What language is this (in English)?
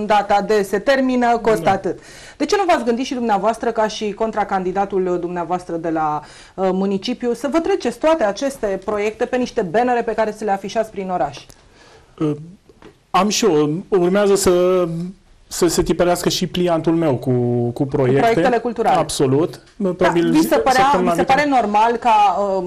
Romanian